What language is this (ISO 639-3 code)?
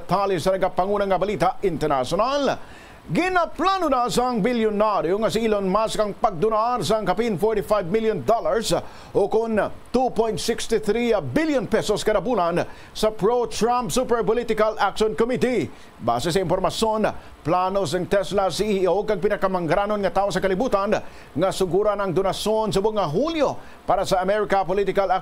hil